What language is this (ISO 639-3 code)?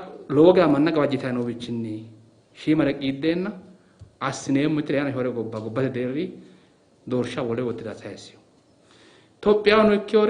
sid